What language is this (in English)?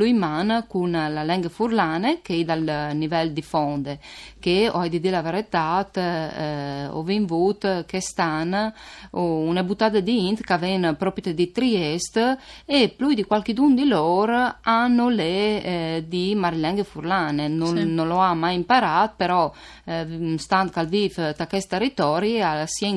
Friulian